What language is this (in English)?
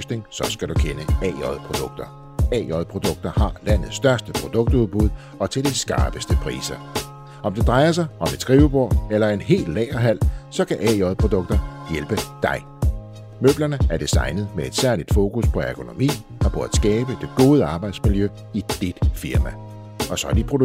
Danish